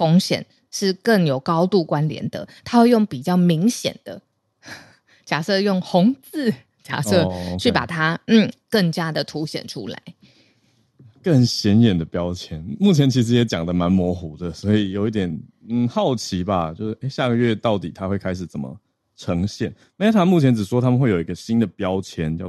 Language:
Chinese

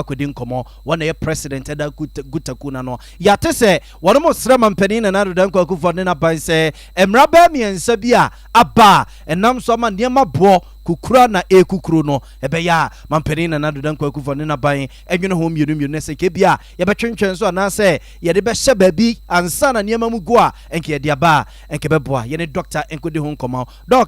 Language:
Akan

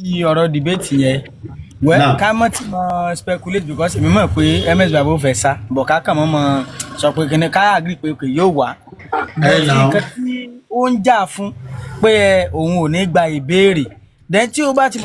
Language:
Yoruba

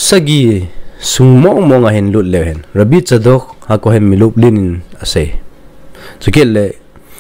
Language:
Thado Chin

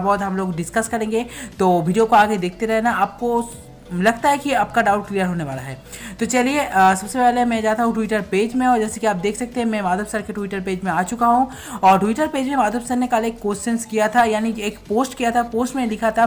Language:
Hindi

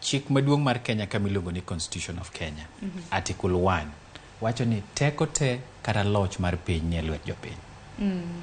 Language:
Luo (Kenya and Tanzania)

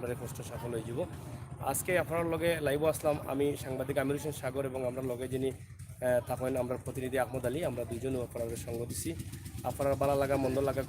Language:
Sylheti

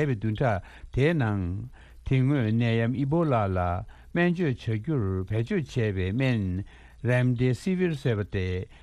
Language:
Tibetan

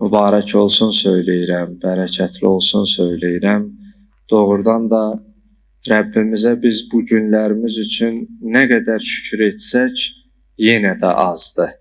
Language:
Azerbaijani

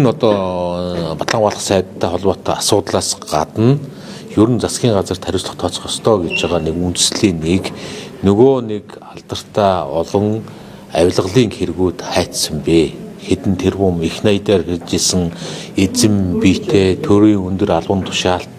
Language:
Mongolian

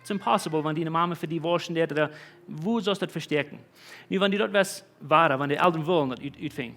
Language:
Plautdietsch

